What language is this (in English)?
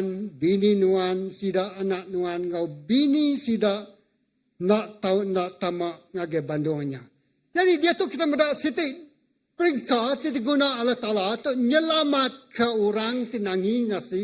Iban